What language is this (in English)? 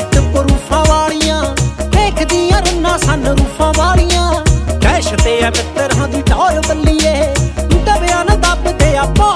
Punjabi